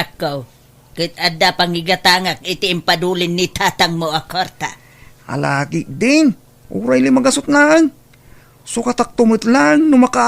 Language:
Iloko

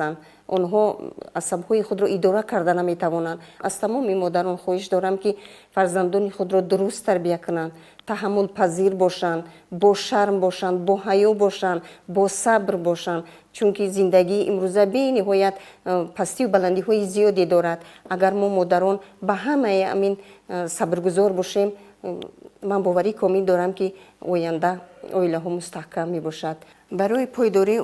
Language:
Tajik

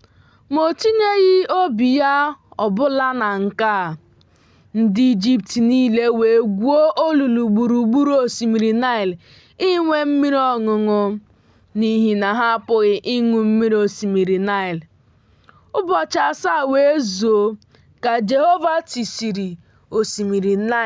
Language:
Igbo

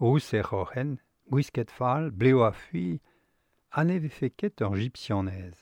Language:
Breton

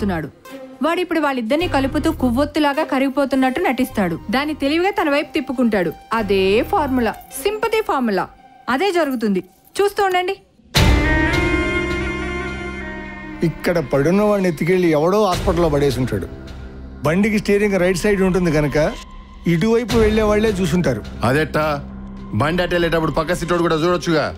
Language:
Telugu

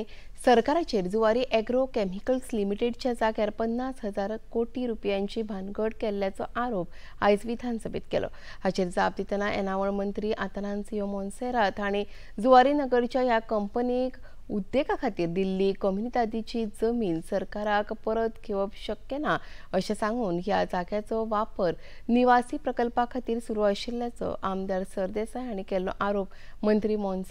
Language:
Konkani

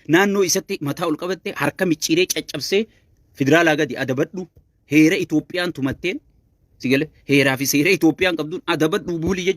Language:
Oromo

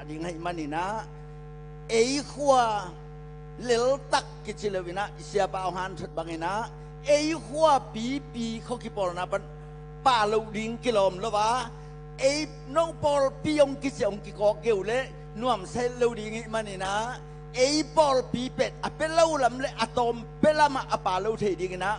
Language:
Tedim Chin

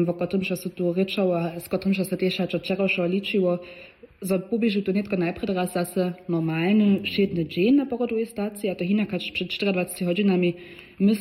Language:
Upper Sorbian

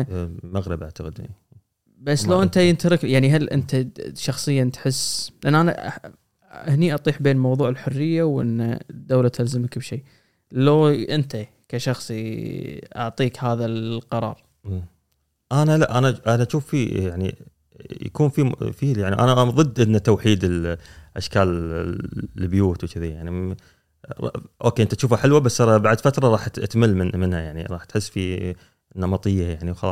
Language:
Gulf Arabic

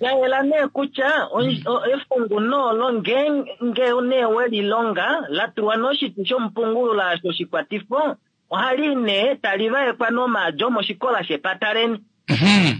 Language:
Kuanyama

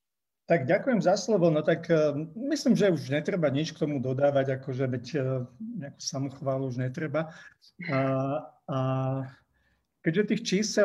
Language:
Slovak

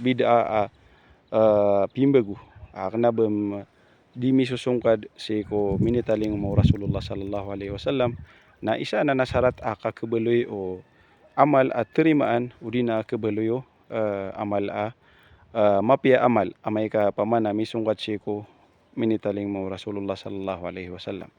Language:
Maranao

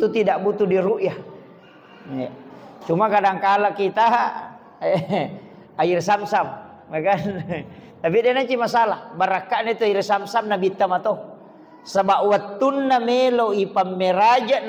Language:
Buginese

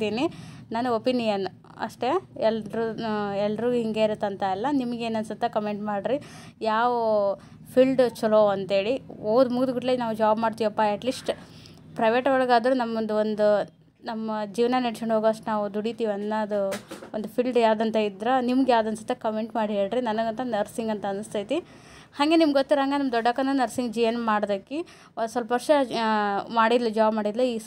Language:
Kannada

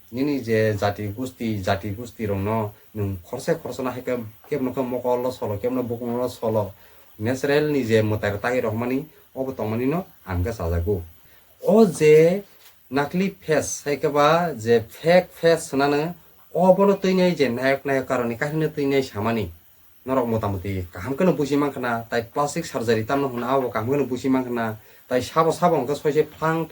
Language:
Kok Borok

